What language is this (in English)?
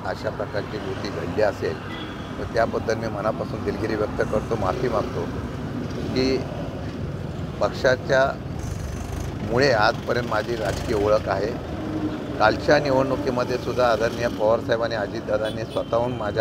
Marathi